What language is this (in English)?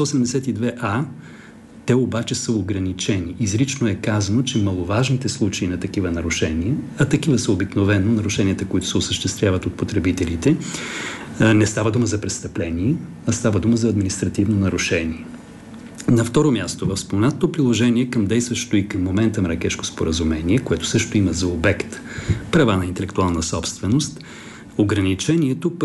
Bulgarian